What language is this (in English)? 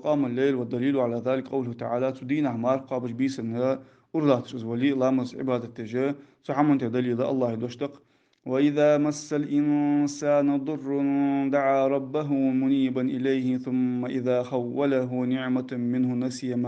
Ingush